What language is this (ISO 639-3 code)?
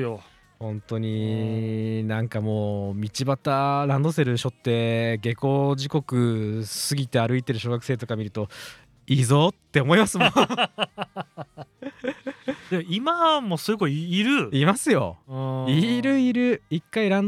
jpn